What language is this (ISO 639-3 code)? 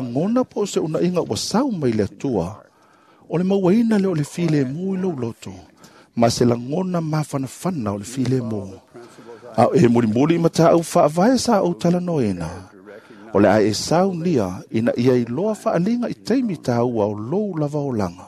smo